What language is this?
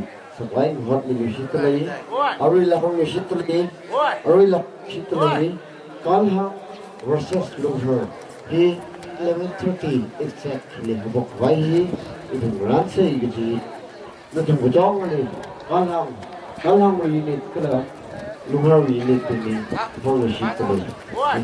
Tangkhul Naga (India)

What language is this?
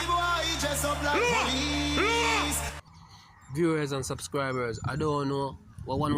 Jamaican Creole English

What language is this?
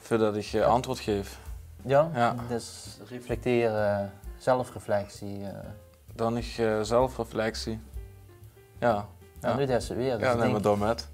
Limburgish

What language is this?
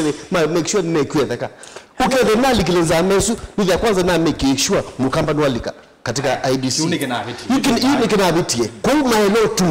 Kamba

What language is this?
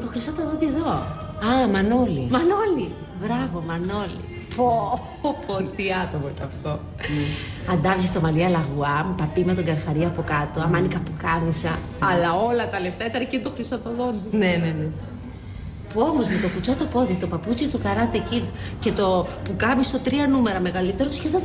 Greek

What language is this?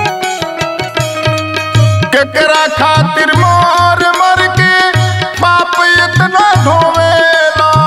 Bhojpuri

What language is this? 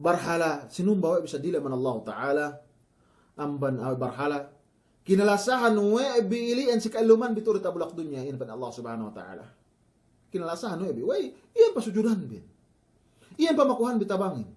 Yakan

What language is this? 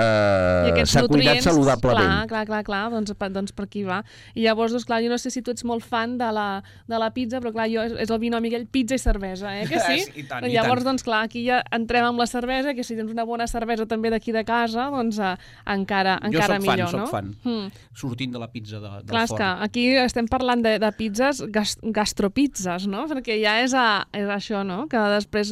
Catalan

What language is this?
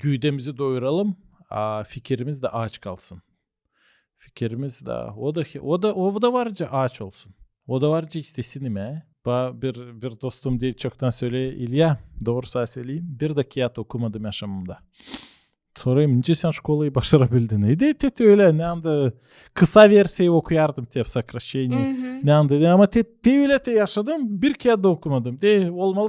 Gagauz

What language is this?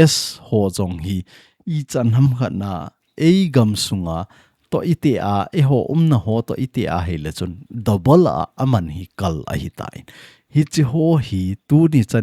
Thado Chin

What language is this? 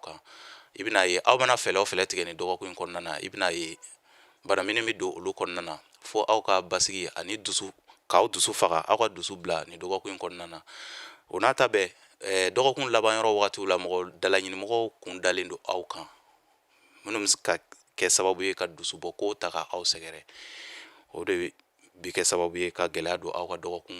Bambara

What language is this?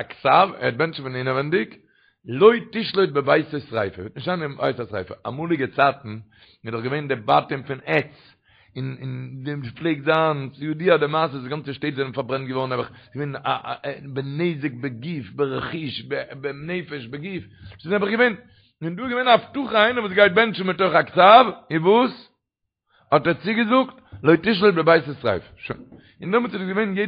Yiddish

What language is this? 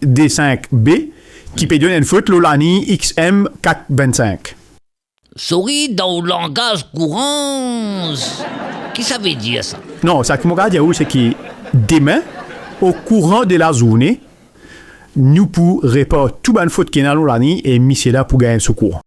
Morisyen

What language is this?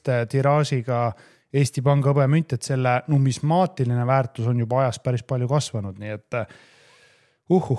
Estonian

